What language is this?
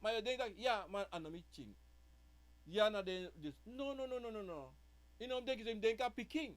Sranan Tongo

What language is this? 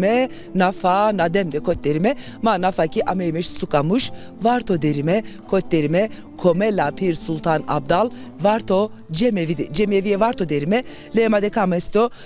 Zaza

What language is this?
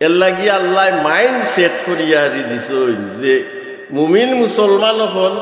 Sylheti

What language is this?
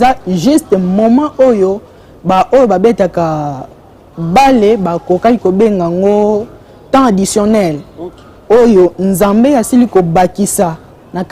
Lingala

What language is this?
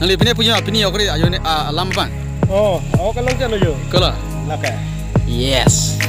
Karbi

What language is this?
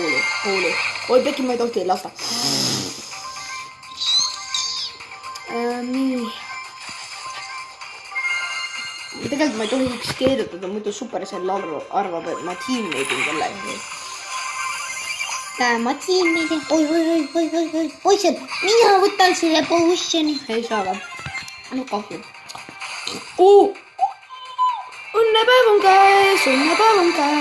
Estonian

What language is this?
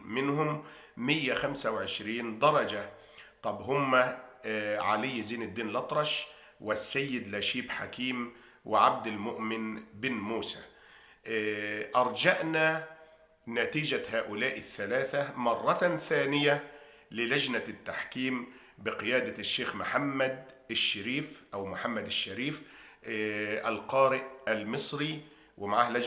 Egyptian Arabic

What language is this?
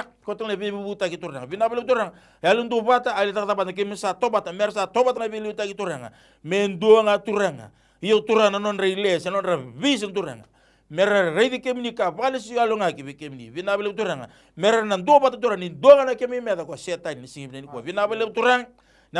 Fijian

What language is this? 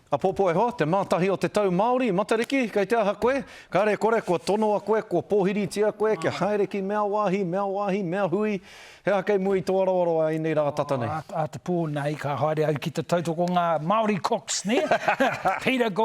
Māori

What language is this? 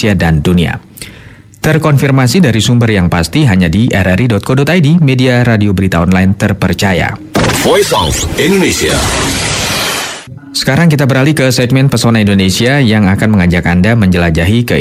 Indonesian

